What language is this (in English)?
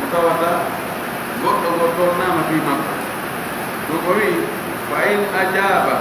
Fula